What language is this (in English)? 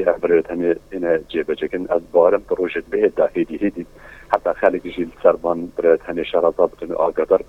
Kurdish